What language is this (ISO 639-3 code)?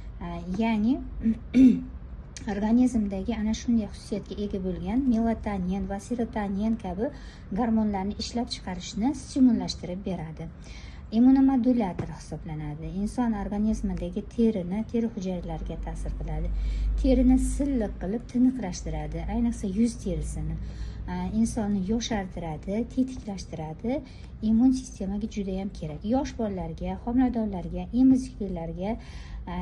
uzb